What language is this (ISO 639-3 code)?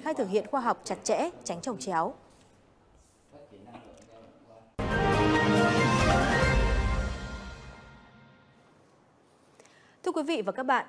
vie